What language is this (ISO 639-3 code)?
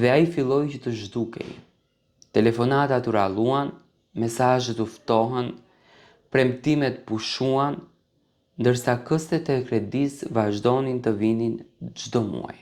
sqi